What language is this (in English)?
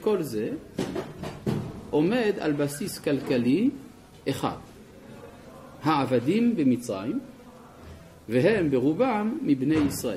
Hebrew